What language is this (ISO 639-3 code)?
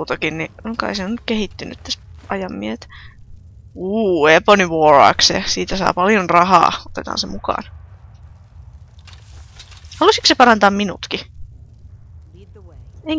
fin